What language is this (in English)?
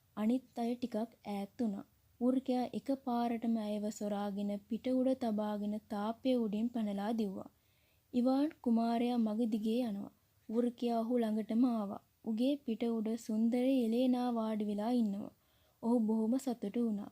Sinhala